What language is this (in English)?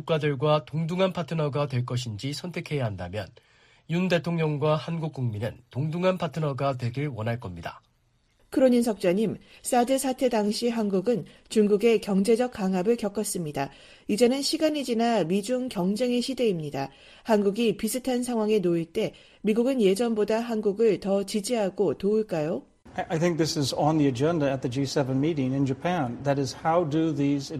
Korean